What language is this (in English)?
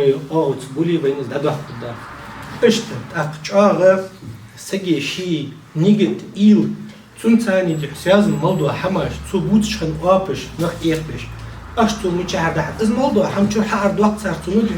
Ingush